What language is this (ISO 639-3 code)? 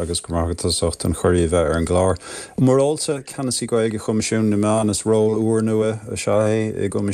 gle